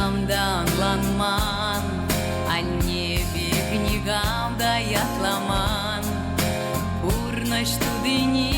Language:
Chuvash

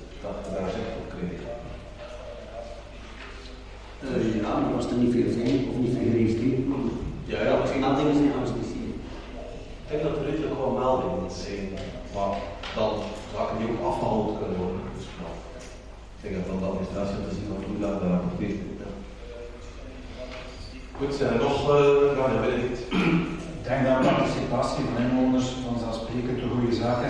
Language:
Dutch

